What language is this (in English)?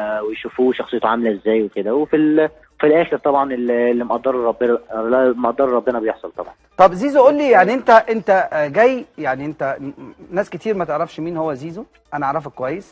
Egyptian Arabic